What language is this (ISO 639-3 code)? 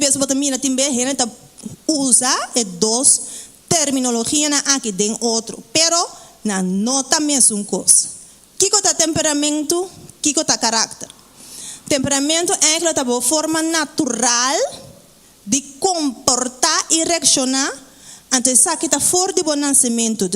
pap